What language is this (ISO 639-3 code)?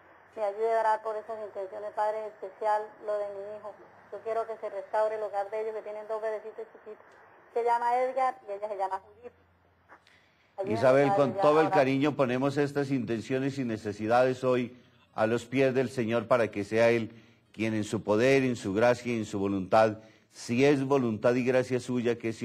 spa